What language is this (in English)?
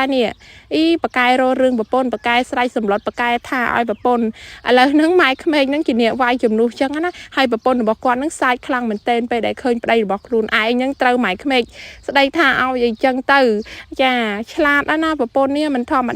Khmer